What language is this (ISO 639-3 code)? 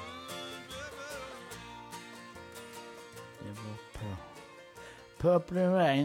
swe